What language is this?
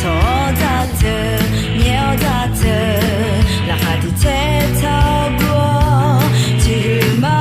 Akha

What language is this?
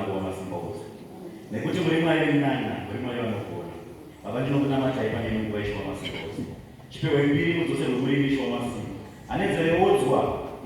Shona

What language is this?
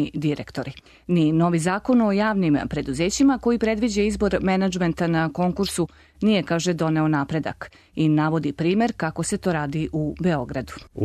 Serbian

